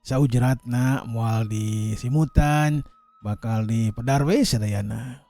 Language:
Sundanese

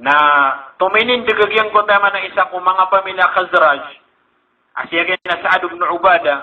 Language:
Maranao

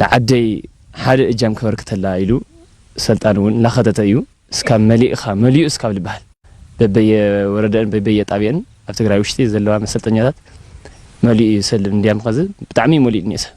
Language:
Tigrinya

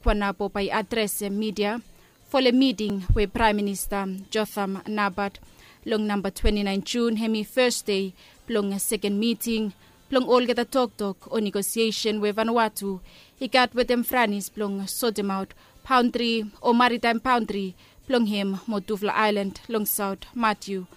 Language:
Bislama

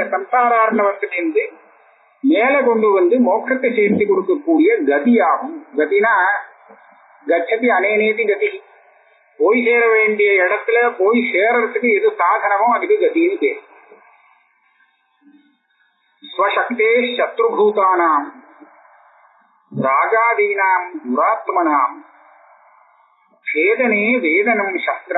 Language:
Tamil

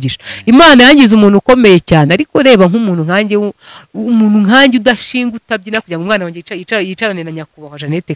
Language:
Kinyarwanda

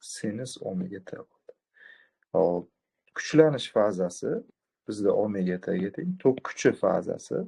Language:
Uzbek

